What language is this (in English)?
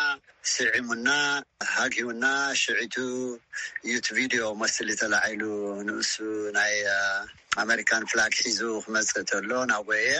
Tigrinya